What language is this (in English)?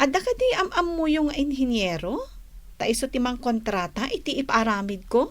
Iloko